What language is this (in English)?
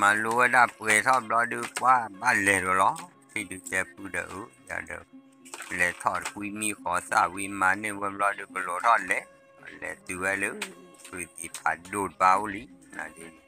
S'gaw Karen